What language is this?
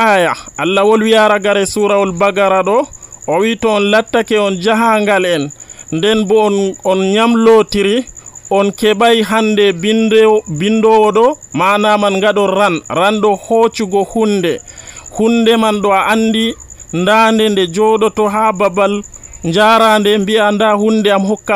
Nigerian Fulfulde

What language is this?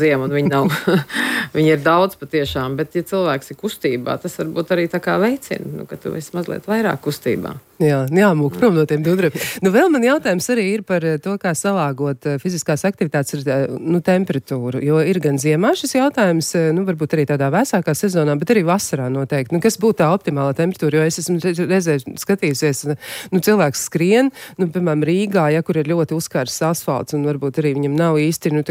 Latvian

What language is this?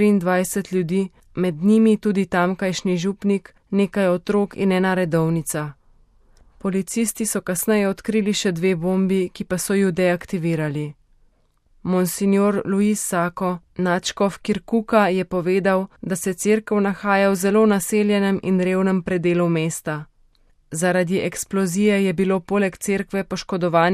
Slovenian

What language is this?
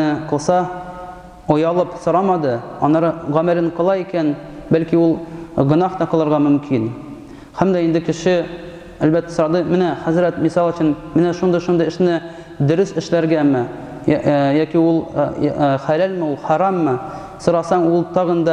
Tatar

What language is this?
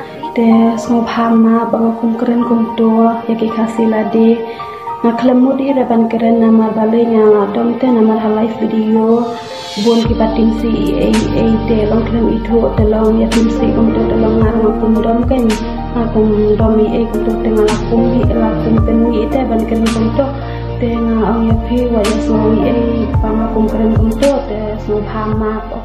Khasi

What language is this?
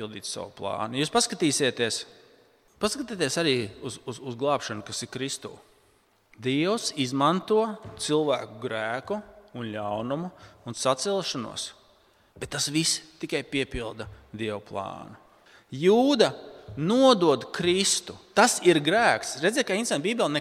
Latvian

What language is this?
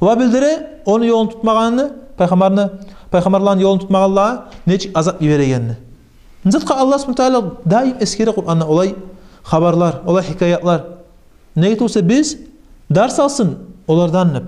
Kumyk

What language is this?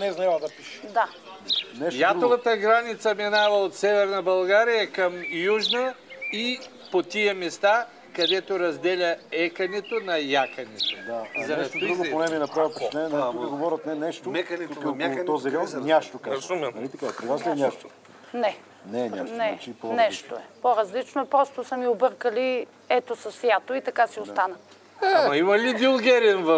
Bulgarian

